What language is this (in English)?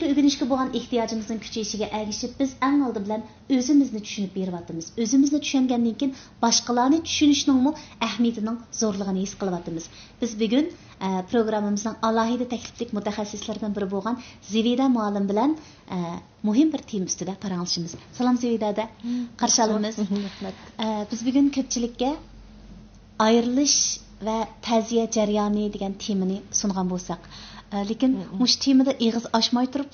Uyghur